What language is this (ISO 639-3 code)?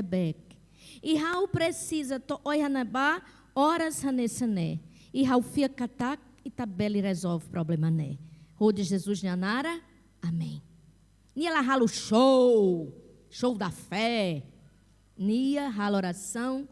tet